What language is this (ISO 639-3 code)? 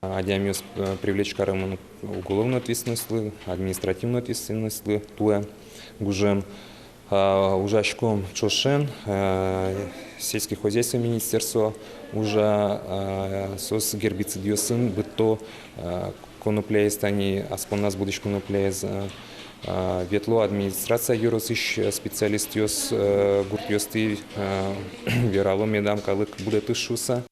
udm